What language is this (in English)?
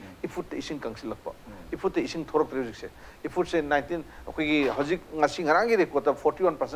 Manipuri